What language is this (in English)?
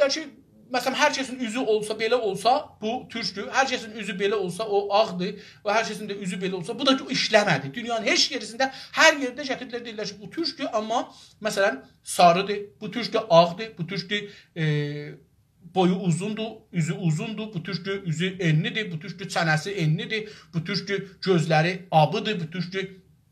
South Azerbaijani